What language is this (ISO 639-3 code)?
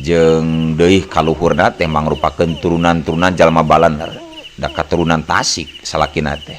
sun